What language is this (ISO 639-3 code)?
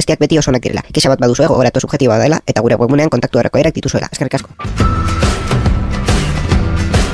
eus